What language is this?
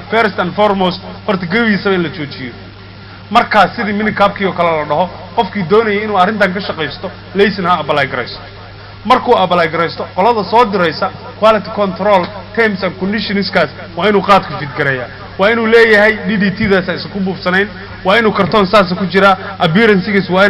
Somali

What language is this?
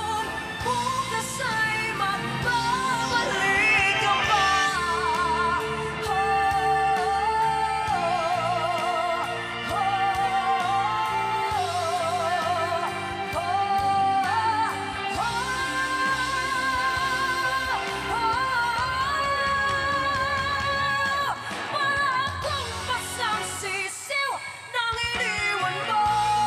Filipino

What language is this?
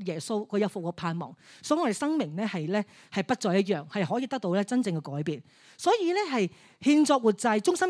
Cantonese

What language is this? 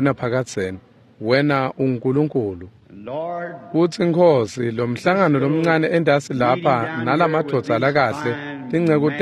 Swati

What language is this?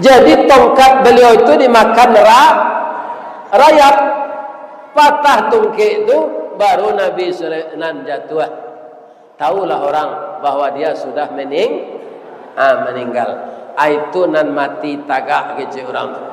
Minangkabau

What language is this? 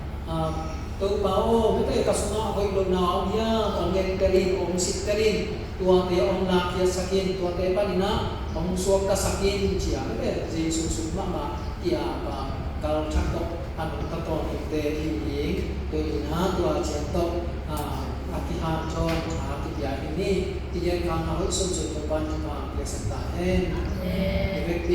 Tedim Chin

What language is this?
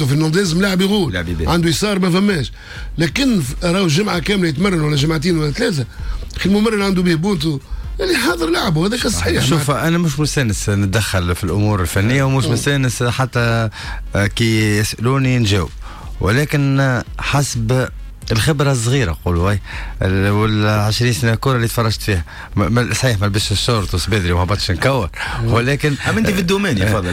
Tunisian Arabic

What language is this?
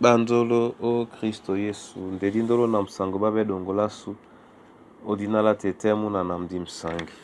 Duala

